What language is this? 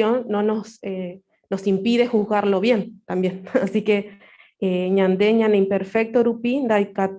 Guarani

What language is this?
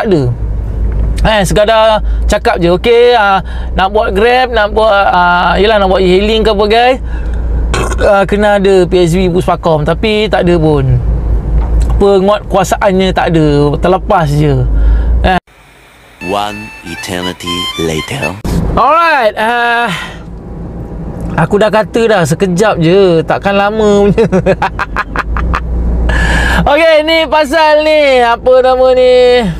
Malay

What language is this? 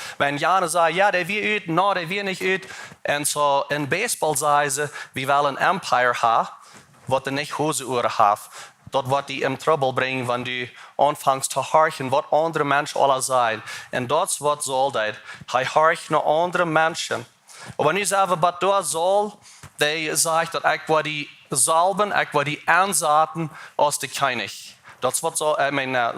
Plautdietsch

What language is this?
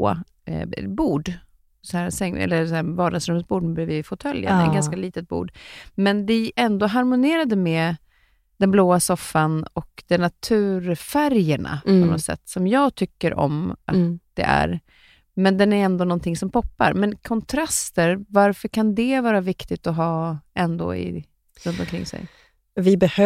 Swedish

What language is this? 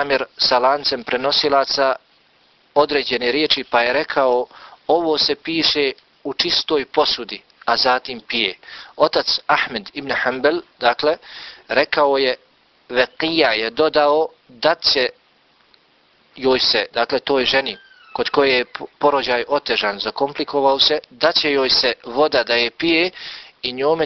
Bosnian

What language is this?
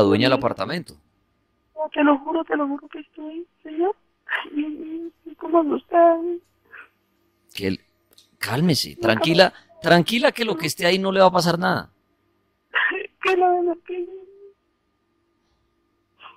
Spanish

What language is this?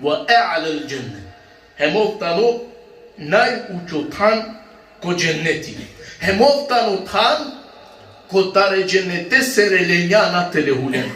Balkan Romani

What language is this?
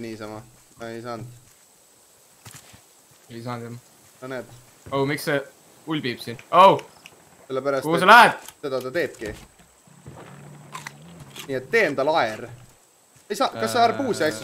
Estonian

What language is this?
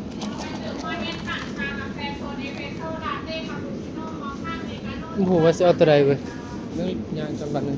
Northeastern Thai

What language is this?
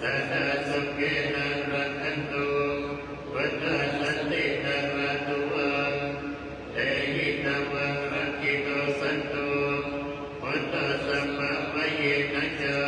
Pali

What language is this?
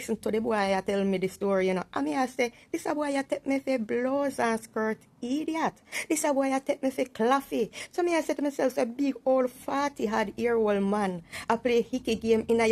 Jamaican Creole English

